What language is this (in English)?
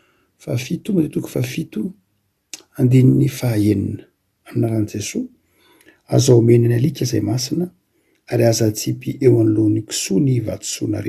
Malagasy